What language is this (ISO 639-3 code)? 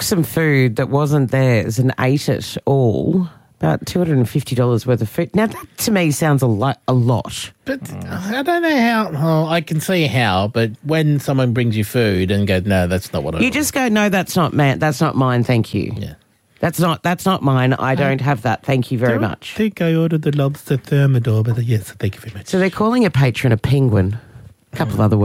eng